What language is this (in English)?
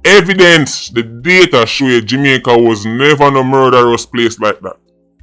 Jamaican Creole English